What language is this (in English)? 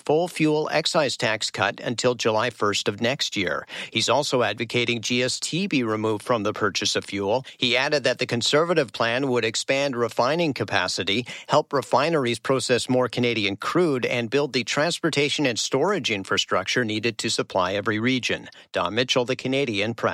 English